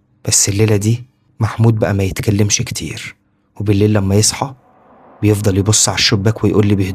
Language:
Egyptian Arabic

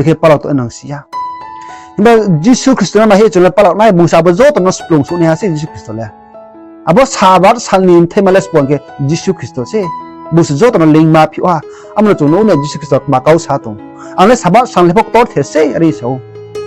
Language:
Riang (India)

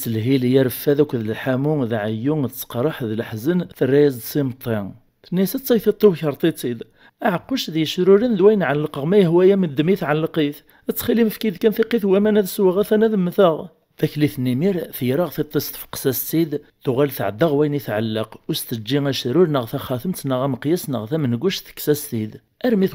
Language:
Kabyle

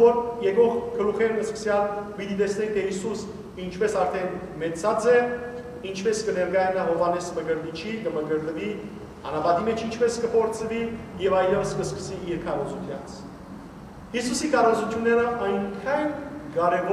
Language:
Western Armenian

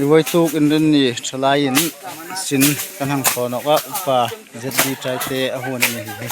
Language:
Hmar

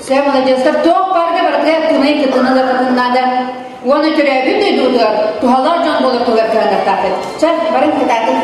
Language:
Yakut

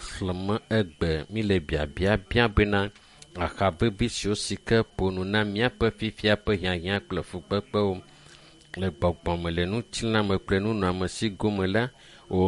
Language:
Ewe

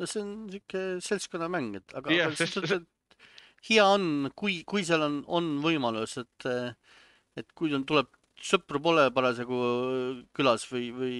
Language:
Estonian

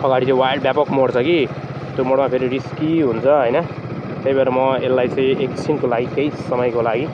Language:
Nepali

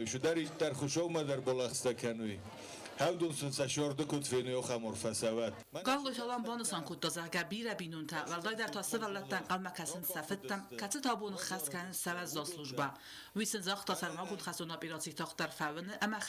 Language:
Ossetic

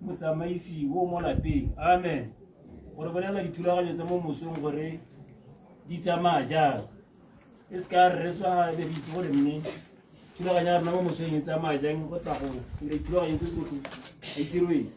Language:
Tswana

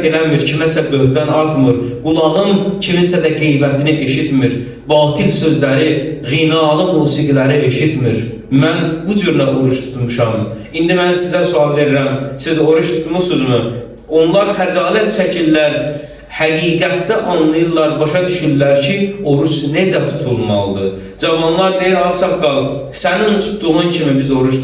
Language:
Azerbaijani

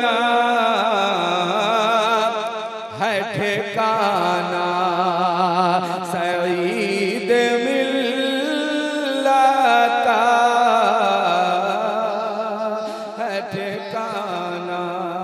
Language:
Hindi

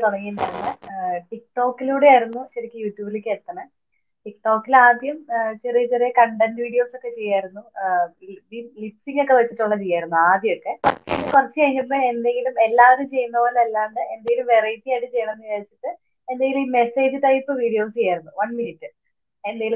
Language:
Malayalam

